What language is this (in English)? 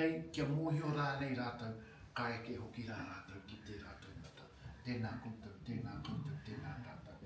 Māori